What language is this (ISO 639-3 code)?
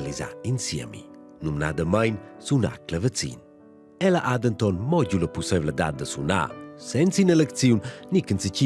roh